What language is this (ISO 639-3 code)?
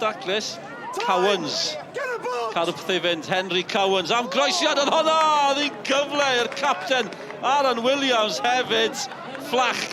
cym